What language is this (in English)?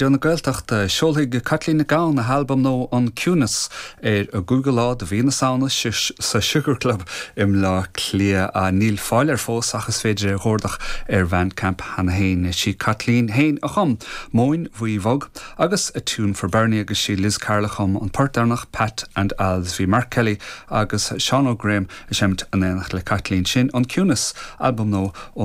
Irish